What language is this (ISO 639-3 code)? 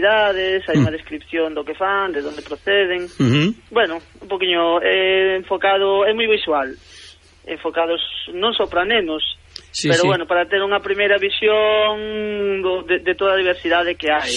glg